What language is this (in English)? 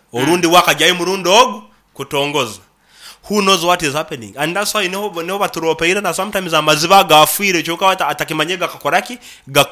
Nyoro